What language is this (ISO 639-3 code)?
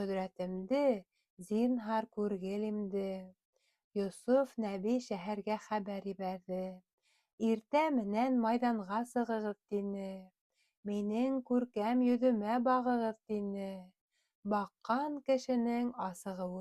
bak